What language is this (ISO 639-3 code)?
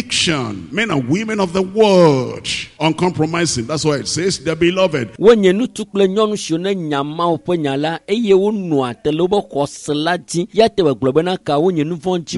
ewe